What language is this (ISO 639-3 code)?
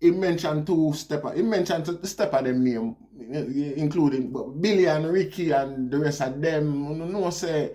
jam